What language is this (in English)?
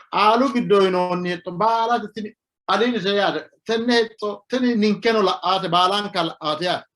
Sidamo